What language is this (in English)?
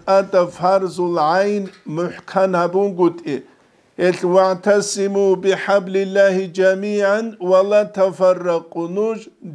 Avaric